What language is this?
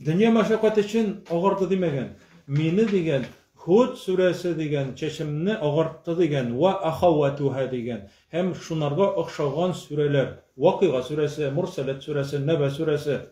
Tatar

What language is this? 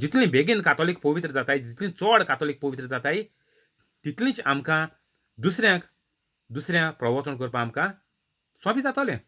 Konkani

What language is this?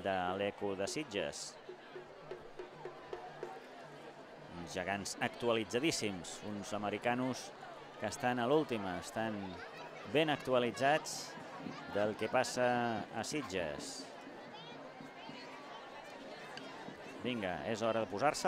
Catalan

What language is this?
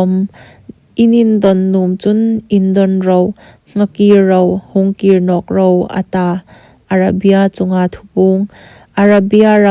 Hmar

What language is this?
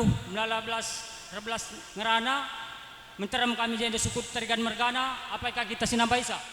Batak Karo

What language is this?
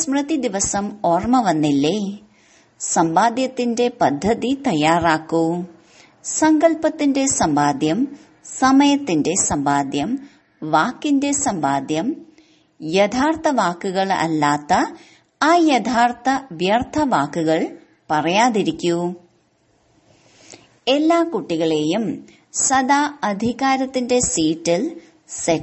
Malayalam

